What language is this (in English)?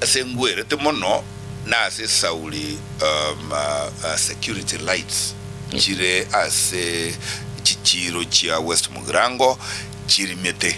Gusii